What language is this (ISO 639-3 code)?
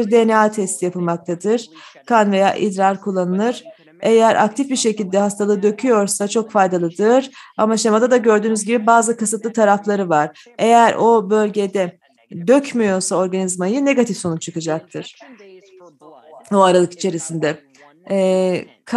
tur